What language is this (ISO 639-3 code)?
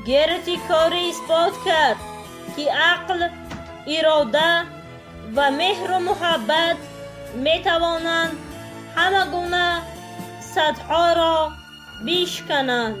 tgk